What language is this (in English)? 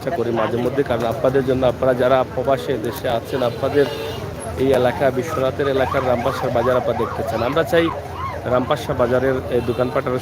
Sylheti